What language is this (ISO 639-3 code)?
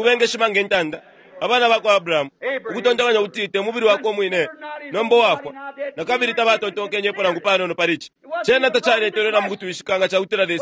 bem